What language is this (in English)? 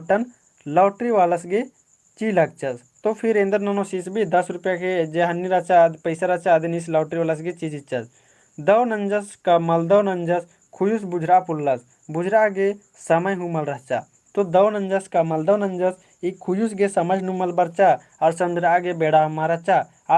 Kurukh